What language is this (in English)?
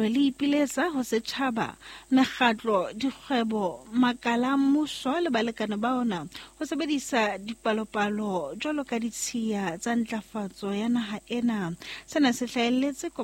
Southern Sotho